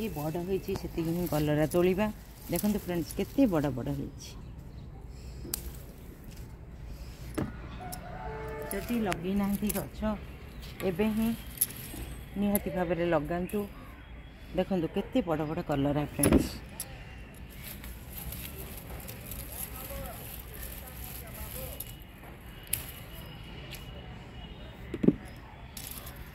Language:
Odia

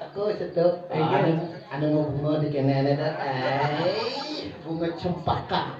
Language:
Balinese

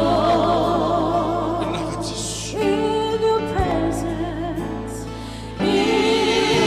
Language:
Fijian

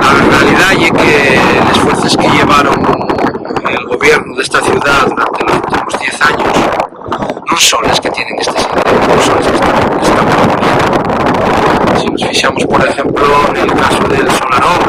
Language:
Asturian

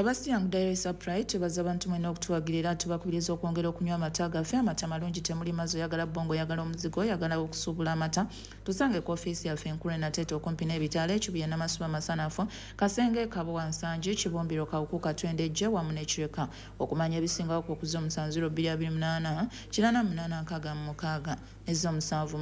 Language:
Ganda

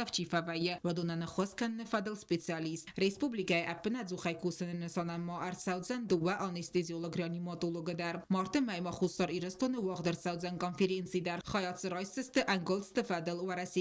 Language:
Ossetic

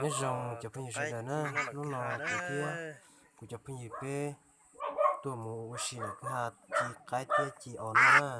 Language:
Hmong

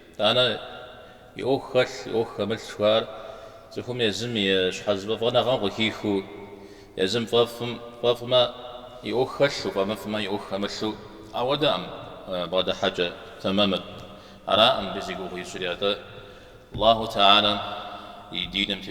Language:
Kabardian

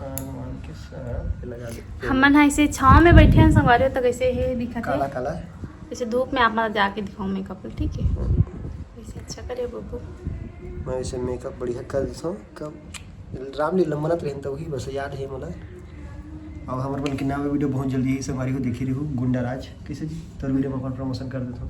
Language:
Chhattisgarhi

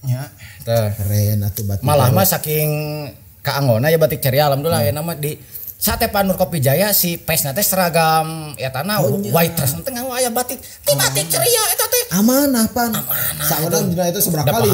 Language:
Sundanese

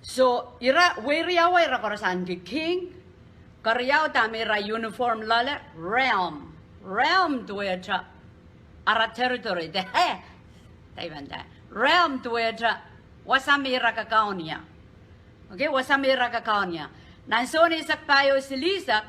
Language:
Pohnpeian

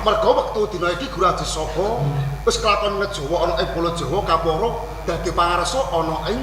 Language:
Javanese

